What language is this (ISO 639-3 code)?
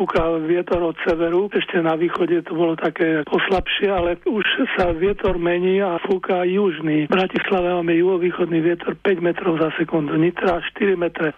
slk